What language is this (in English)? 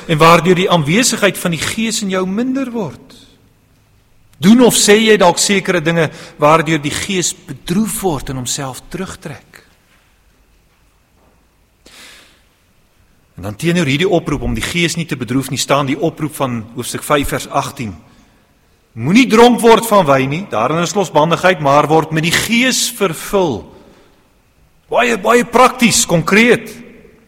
Afrikaans